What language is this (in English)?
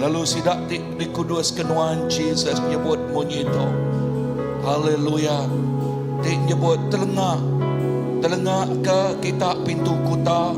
Iban